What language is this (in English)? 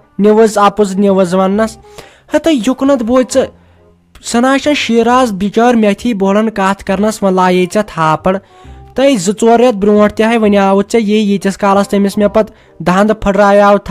Kashmiri